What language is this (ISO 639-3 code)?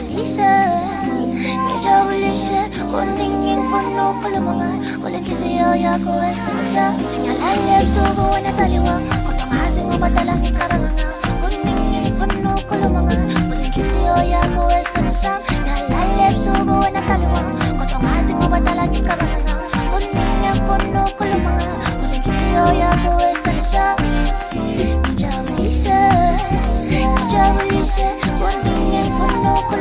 zul